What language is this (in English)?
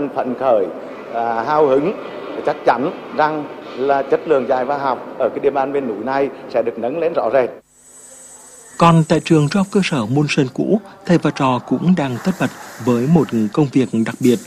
Vietnamese